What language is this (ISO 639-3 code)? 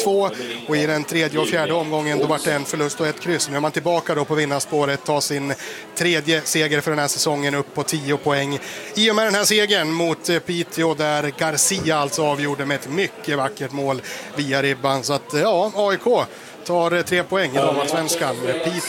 swe